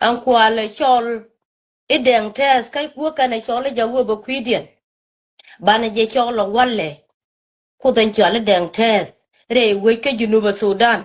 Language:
Nuer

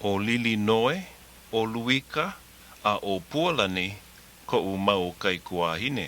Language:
Hawaiian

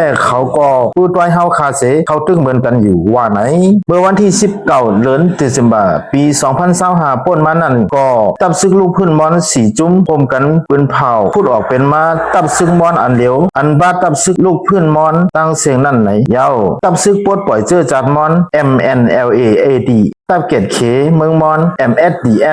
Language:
Shan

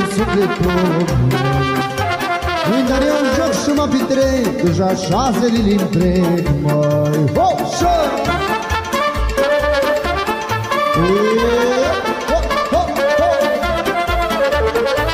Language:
Romanian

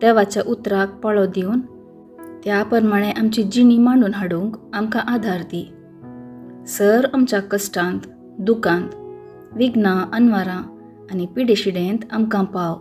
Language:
Konkani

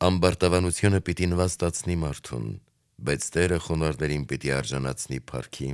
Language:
Armenian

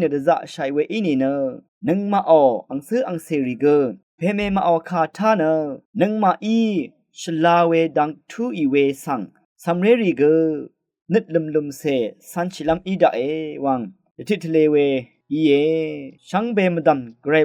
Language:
Rawang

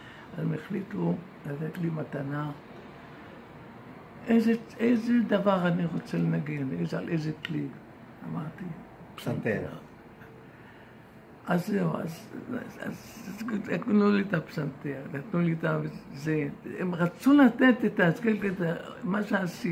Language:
Hebrew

